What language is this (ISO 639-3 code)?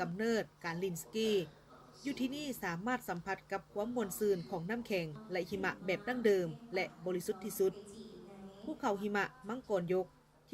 lao